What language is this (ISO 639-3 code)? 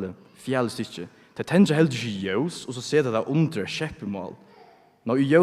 fao